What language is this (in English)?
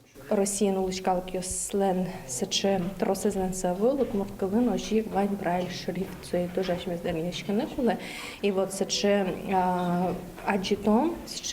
Udmurt